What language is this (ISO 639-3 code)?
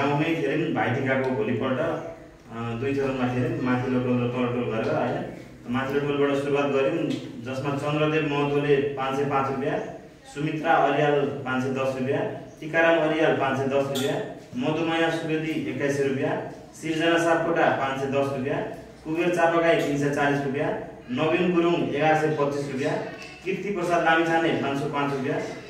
nep